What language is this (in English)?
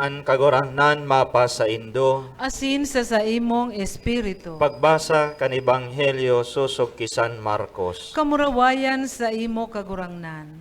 Bikol